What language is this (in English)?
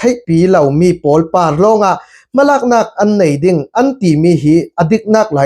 Falam Chin